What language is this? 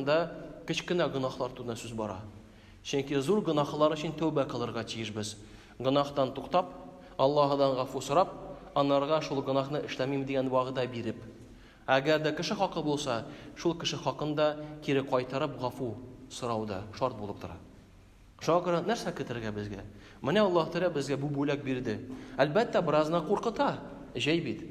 Tatar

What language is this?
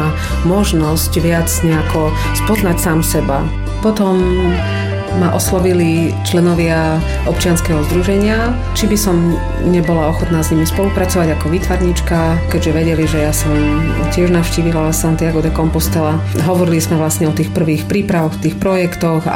Slovak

